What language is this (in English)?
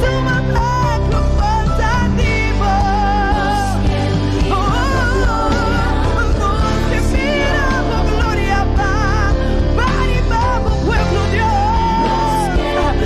Papiamento